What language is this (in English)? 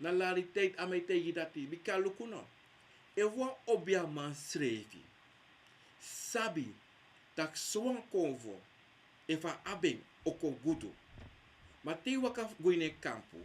Sranan Tongo